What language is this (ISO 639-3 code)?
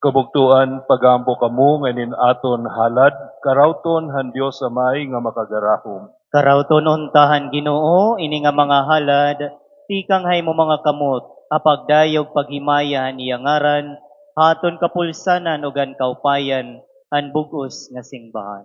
war